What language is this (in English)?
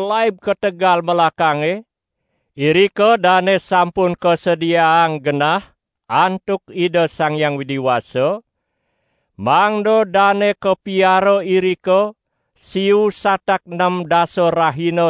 Balinese